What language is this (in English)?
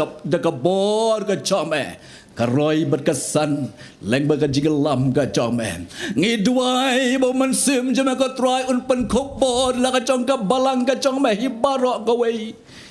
Khasi